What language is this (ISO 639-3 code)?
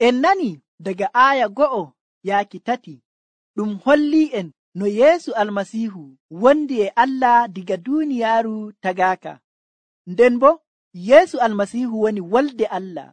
fuv